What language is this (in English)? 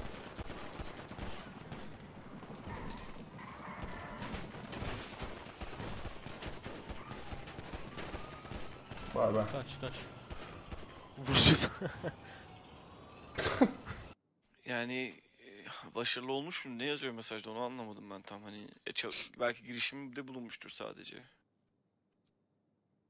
Turkish